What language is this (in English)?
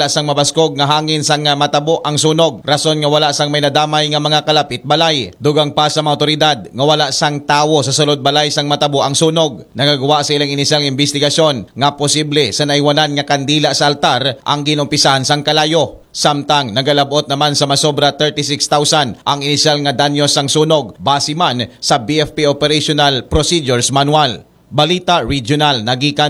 Hiligaynon